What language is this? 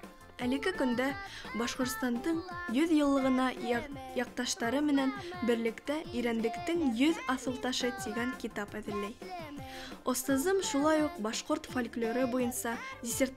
Bashkir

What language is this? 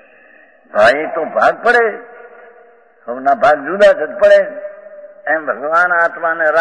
Gujarati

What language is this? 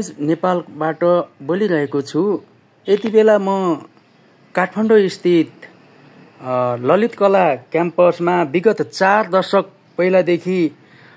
Nepali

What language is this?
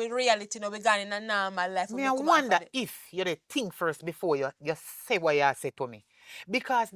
Jamaican Creole English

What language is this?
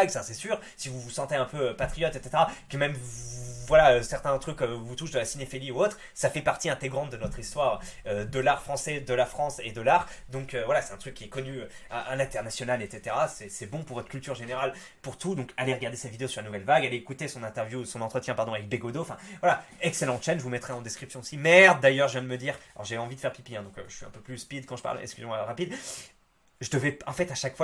French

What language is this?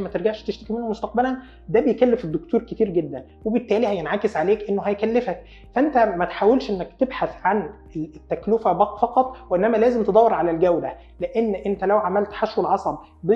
Egyptian Arabic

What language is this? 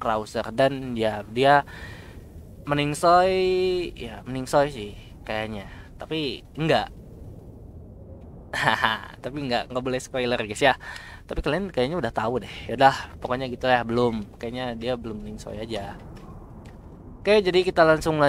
Indonesian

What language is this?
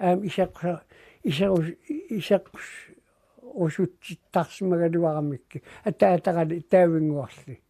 Kalaallisut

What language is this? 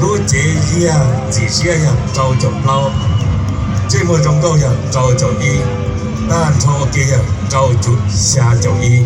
Hmong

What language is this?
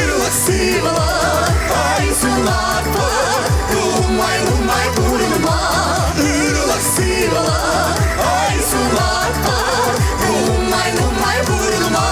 Chuvash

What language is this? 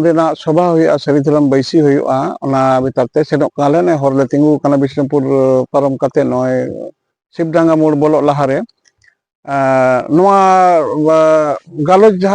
Santali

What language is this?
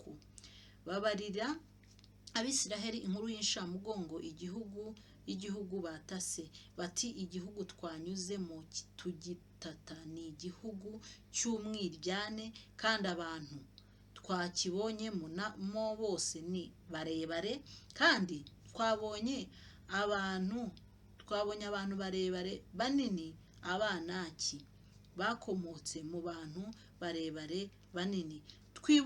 Kinyarwanda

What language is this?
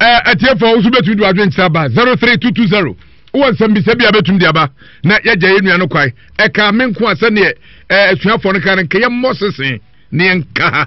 Akan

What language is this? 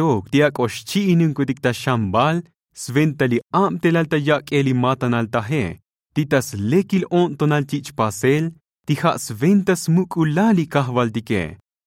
Tzotzil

